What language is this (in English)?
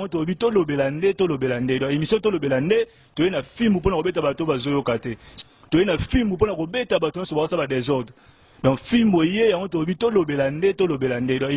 Lingala